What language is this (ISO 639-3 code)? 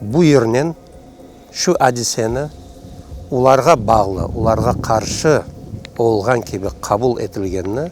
crh